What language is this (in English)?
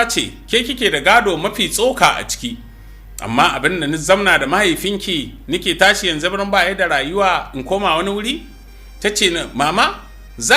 Hausa